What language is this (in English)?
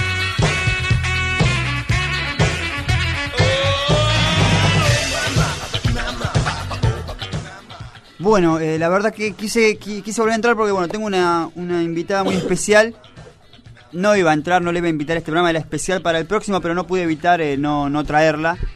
Spanish